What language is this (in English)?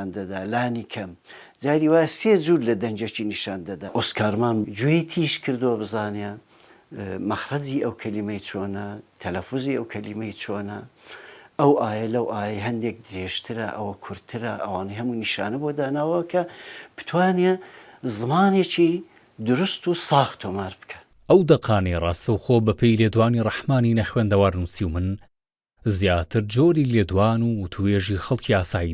Central Kurdish